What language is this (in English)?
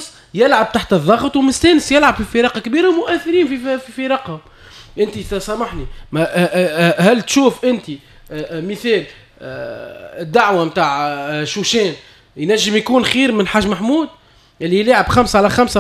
Tunisian Arabic